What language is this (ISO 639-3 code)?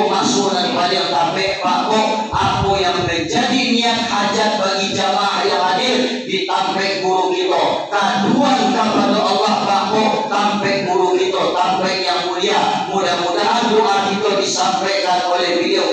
min